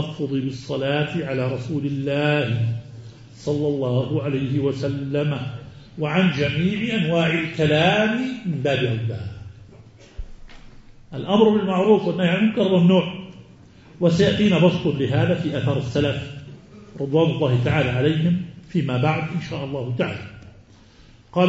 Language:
Arabic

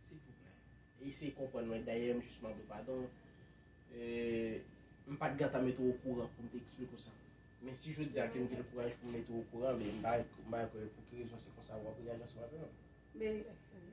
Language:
Haitian Creole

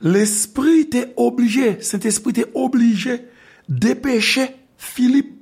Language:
Haitian Creole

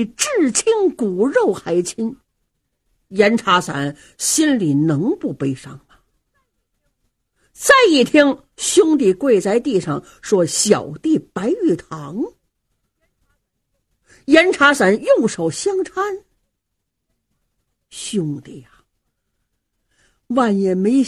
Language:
Chinese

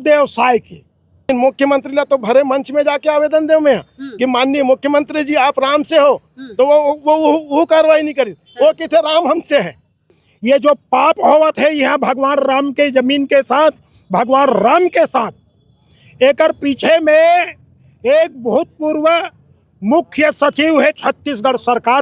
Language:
Chhattisgarhi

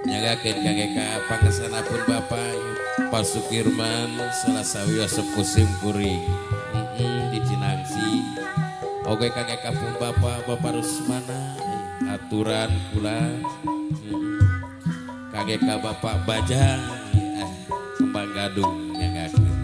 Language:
Sundanese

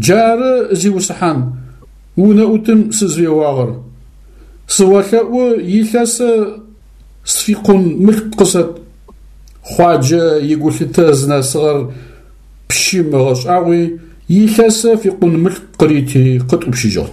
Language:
Adyghe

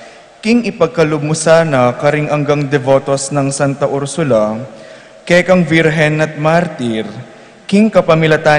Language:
Pampanga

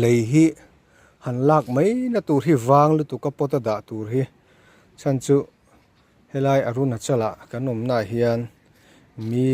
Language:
Mizo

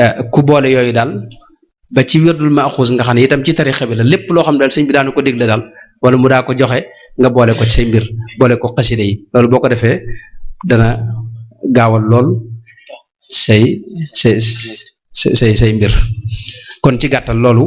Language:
Wolof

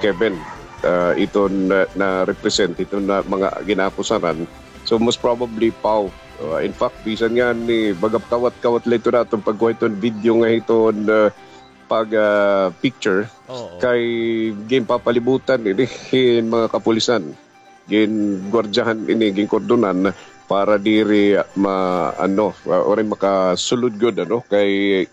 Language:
Waray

